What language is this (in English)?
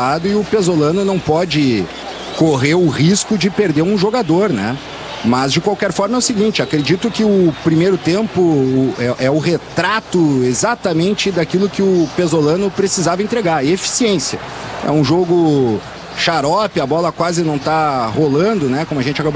Portuguese